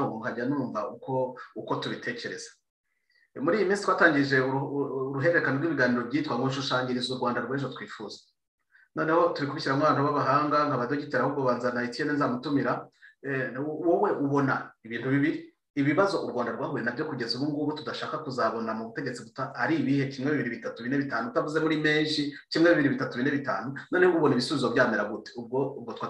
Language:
Kinyarwanda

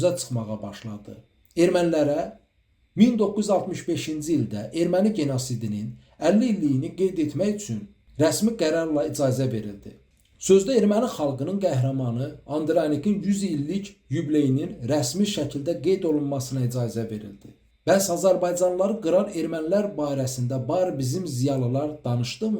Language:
Azerbaijani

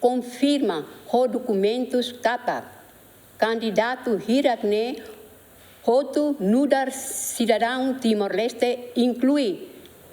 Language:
Tetum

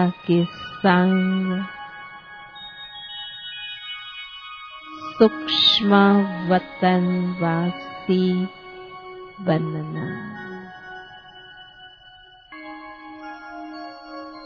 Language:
Hindi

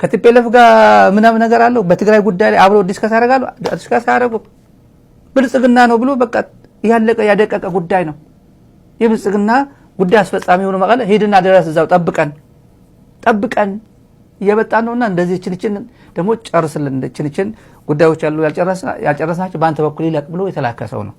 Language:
Amharic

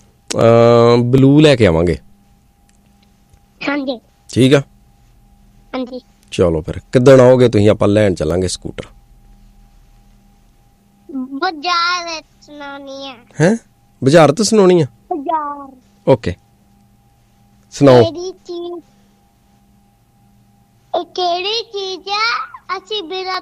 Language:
Punjabi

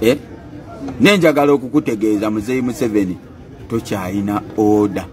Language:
Ganda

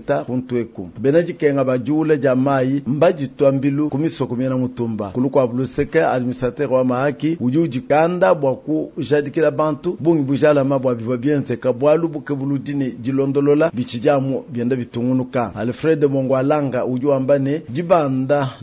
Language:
Luba-Lulua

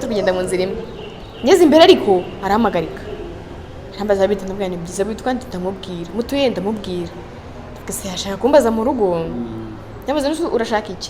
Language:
Kinyarwanda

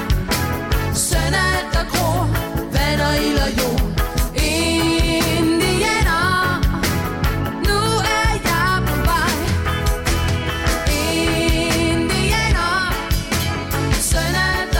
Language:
Danish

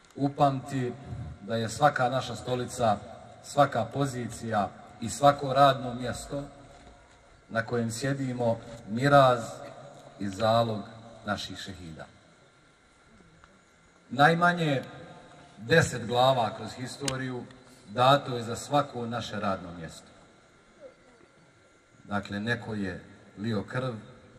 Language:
Bosnian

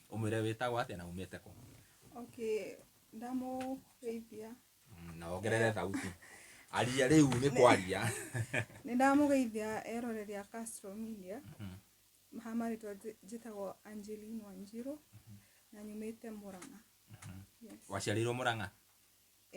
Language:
Kikuyu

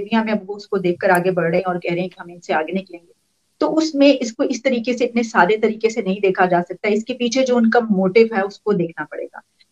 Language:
Urdu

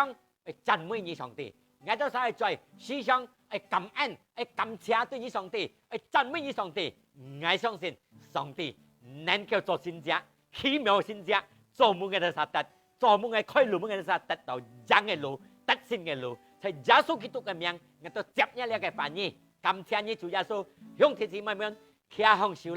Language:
Hakka Chinese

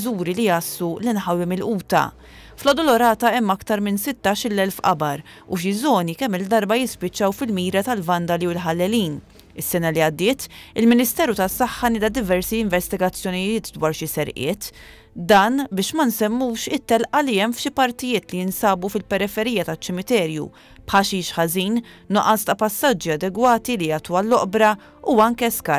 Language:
Maltese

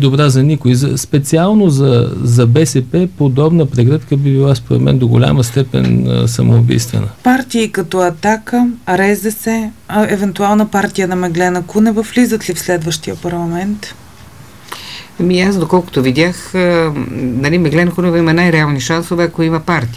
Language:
Bulgarian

